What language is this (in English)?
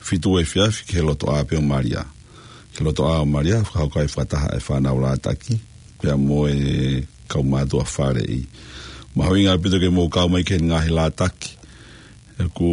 Tongan